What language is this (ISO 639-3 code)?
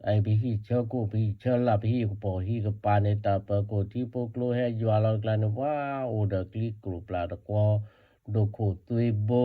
ksw